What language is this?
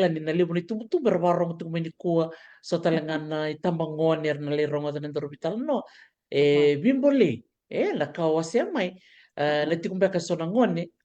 Fijian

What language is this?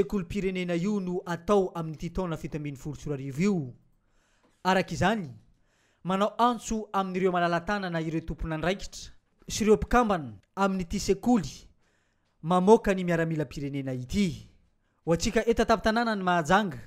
Malagasy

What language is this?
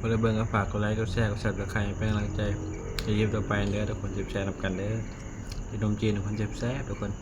Northeastern Thai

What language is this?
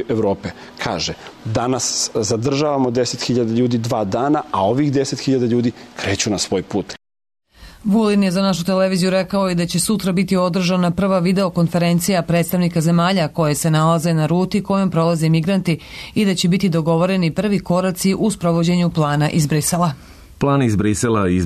Serbian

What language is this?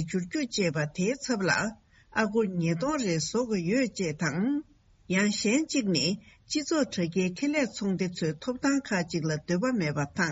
Tibetan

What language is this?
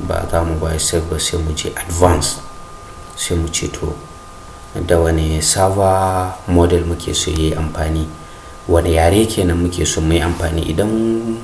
Hausa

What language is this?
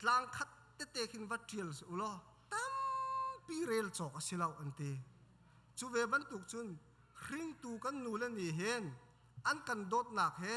Hakha Chin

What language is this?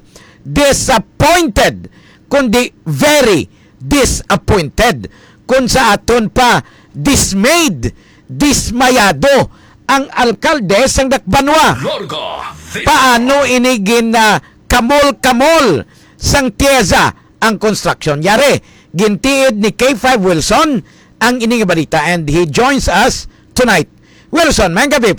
Hiligaynon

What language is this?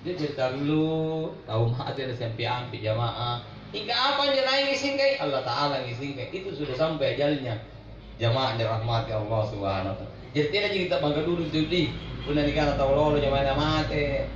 Makasar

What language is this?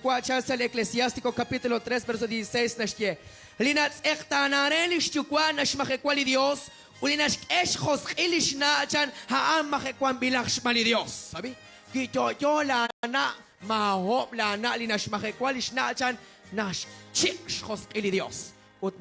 Kekchí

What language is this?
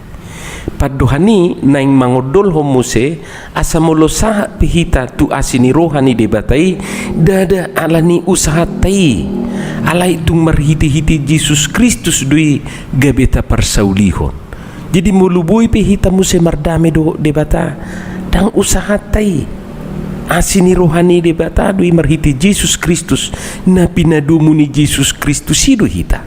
Batak Toba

